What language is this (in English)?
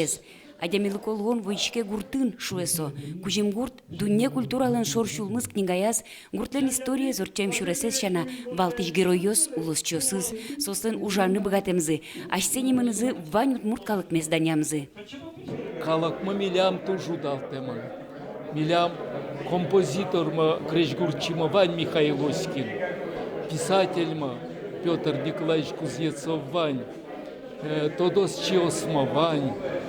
Udmurt